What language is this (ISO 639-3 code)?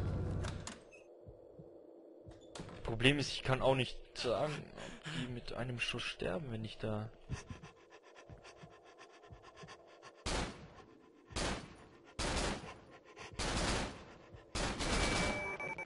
deu